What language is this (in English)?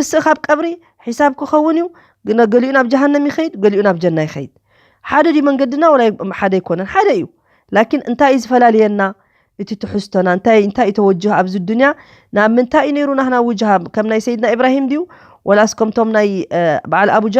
Tigrinya